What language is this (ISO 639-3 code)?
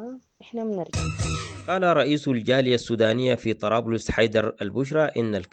apd